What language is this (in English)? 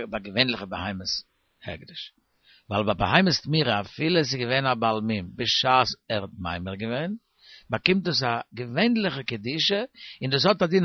Yiddish